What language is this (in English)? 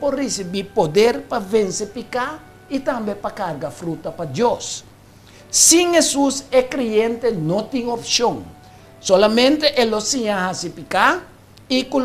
Papiamento